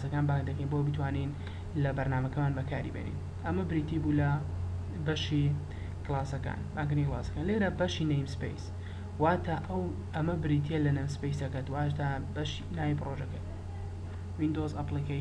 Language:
Central Kurdish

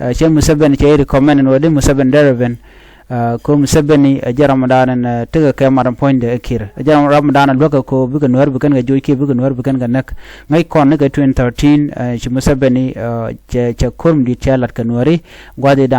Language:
Nuer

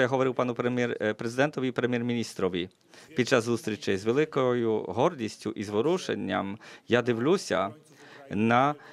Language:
Ukrainian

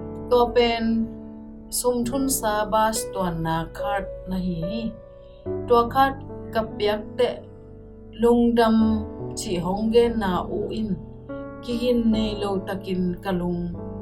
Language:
Tedim Chin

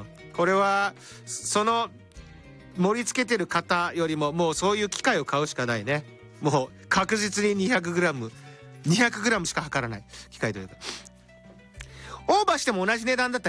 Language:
Japanese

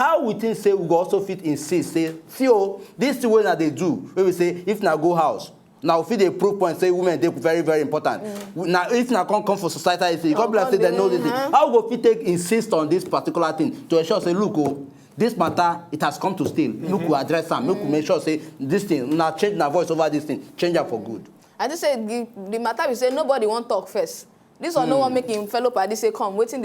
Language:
Nigerian Pidgin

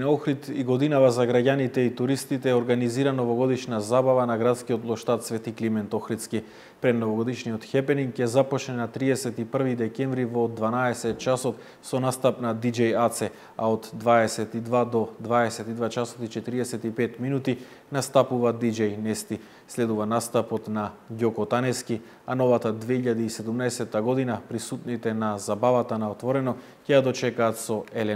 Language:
Macedonian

